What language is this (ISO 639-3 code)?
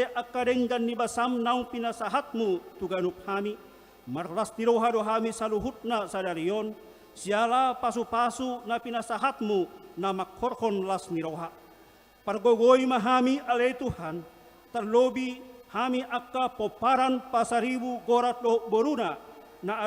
bbc